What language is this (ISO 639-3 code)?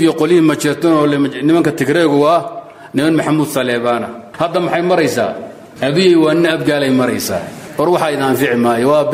som